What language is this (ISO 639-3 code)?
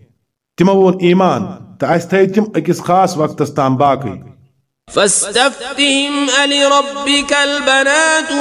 kas